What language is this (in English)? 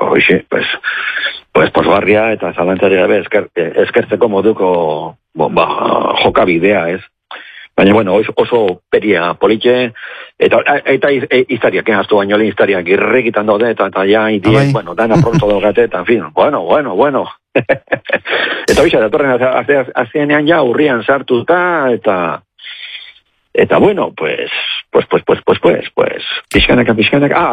Basque